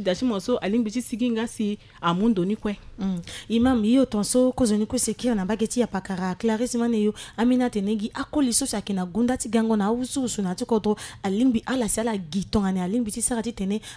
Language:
Sango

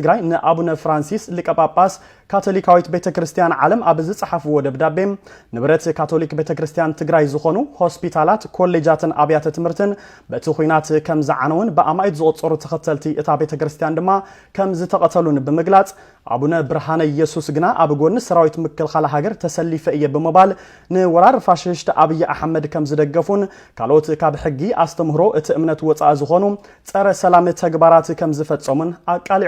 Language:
Tigrinya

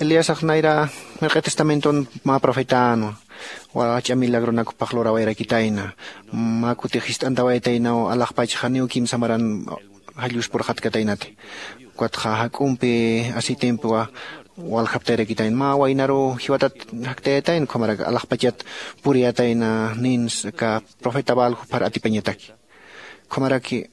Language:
Aymara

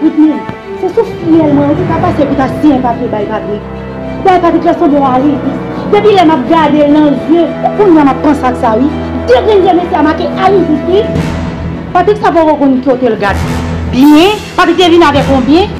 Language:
Haitian Creole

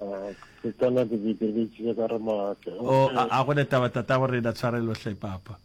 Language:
Northern Sotho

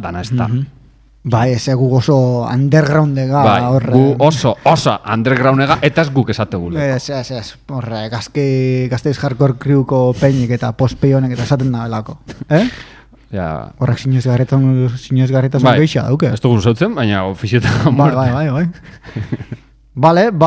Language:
Basque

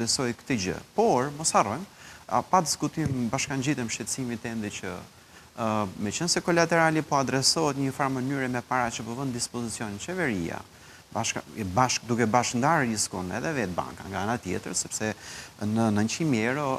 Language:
Albanian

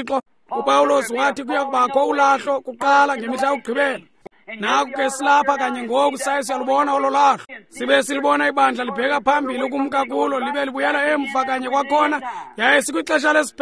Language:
Xhosa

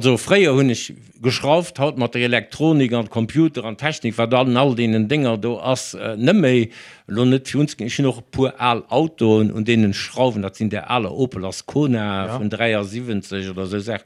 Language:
Luxembourgish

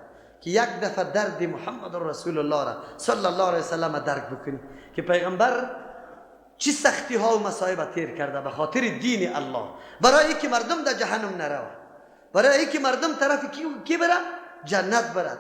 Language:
Persian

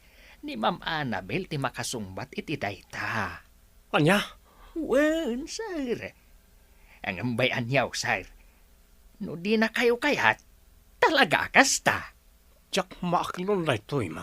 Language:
Iloko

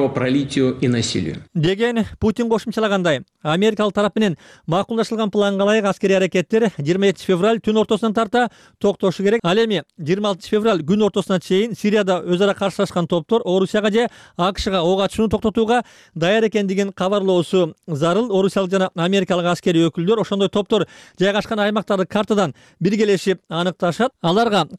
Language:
Kyrgyz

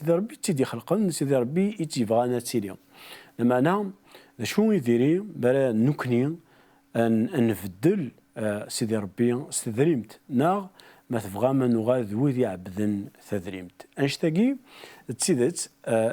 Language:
Kabyle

